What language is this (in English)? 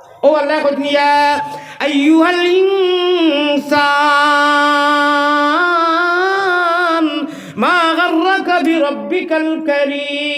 Sylheti